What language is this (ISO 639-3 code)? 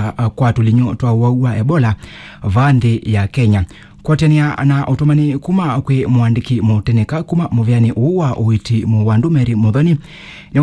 kam